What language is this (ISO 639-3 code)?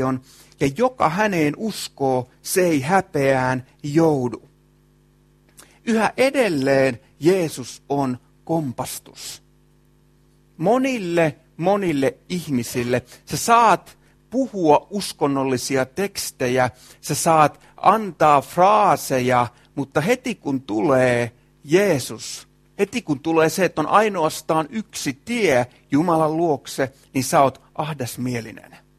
fin